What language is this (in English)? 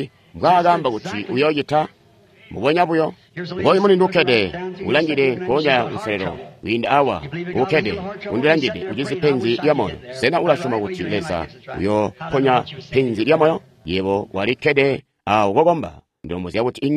Tonga (Zambia)